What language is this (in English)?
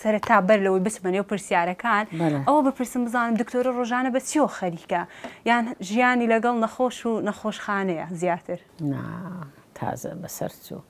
Central Kurdish